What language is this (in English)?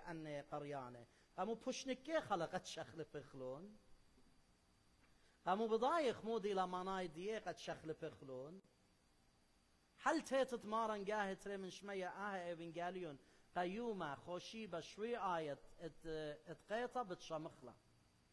Arabic